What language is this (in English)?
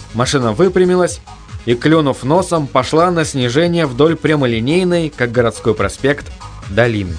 Russian